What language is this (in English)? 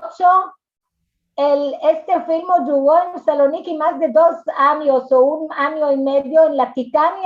Ladino